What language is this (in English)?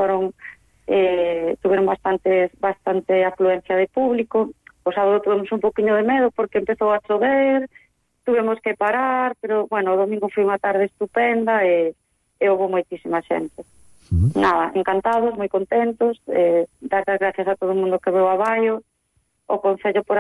Galician